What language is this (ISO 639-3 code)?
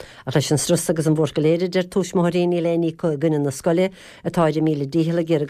gle